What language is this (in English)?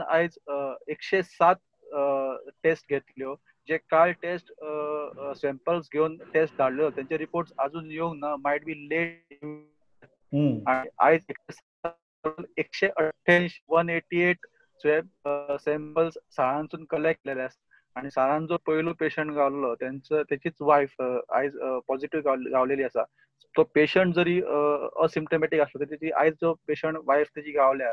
Konkani